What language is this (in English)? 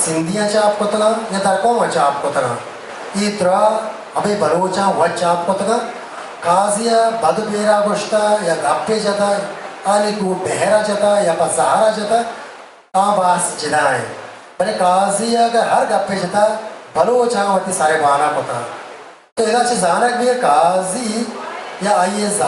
Eastern Balochi